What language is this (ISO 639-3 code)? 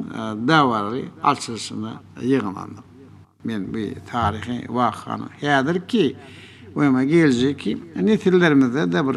tuk